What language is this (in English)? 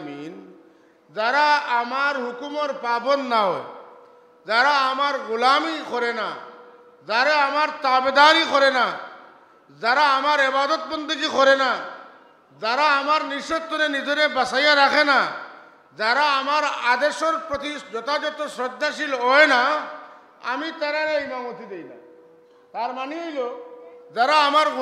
Sylheti